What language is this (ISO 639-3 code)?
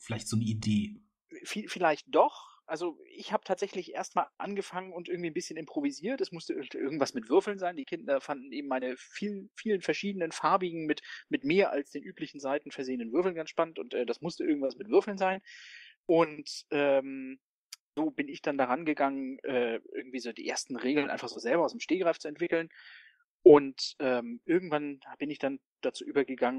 deu